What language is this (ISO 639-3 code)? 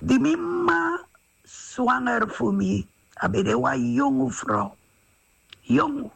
srn